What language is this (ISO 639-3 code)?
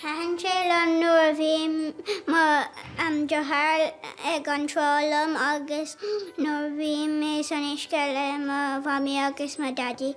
gle